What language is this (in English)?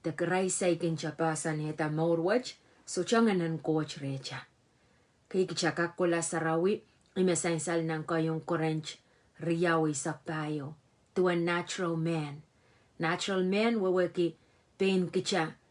Pohnpeian